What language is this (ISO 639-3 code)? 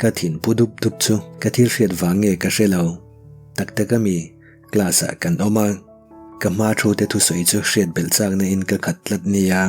lus